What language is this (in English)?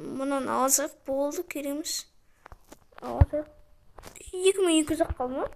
Kazakh